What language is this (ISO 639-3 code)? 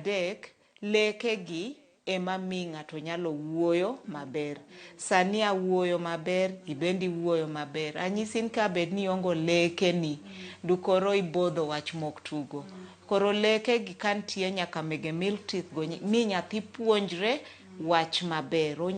luo